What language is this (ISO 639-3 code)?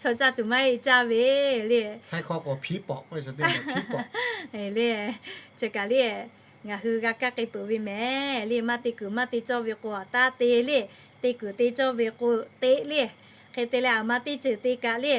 lhu